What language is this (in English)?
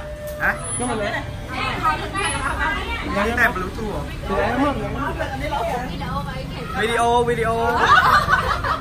Vietnamese